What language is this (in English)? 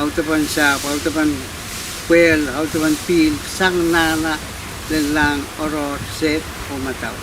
Pohnpeian